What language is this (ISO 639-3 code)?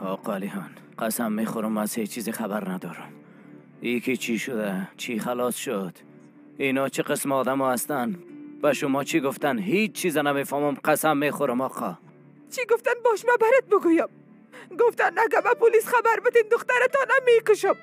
fas